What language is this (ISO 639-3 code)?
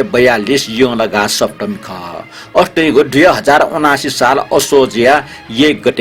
new